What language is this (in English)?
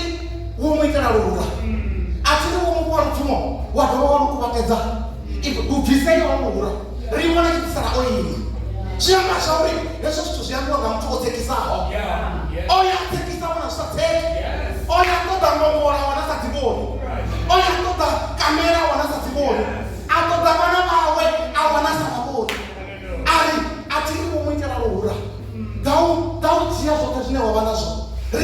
Venda